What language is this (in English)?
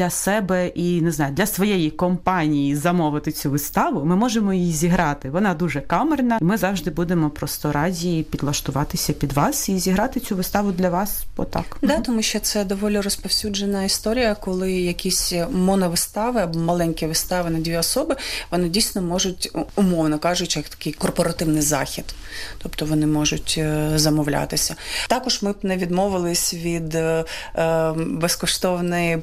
Ukrainian